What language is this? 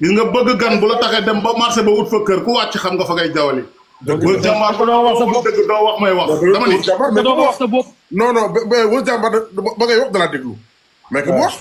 Wolof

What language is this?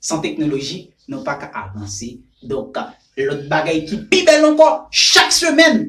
Haitian Creole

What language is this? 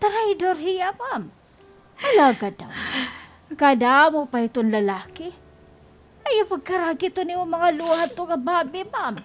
Waray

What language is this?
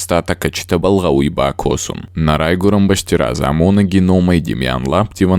Ossetic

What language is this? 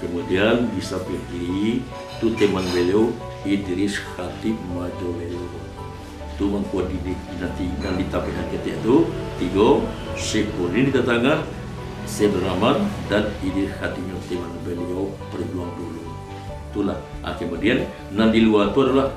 Minangkabau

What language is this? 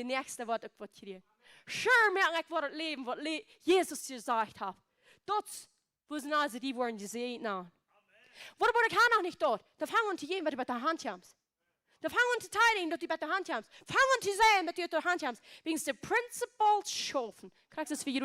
Plautdietsch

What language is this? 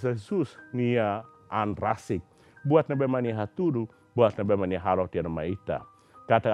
Tetum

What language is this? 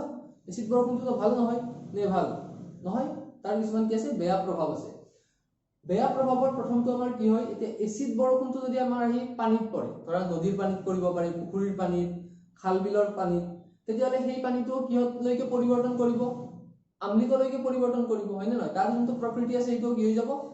Assamese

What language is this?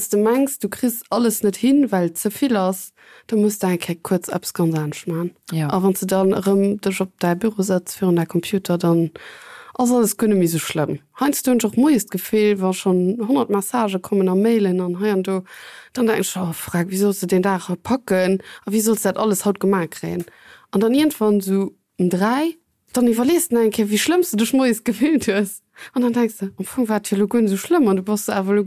Luxembourgish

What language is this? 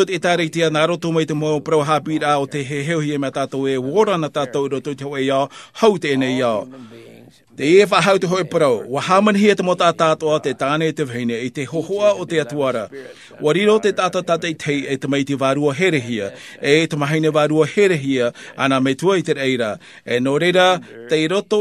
Tahitian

